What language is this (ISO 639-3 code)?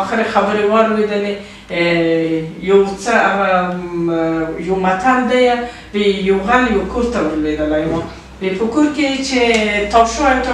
pus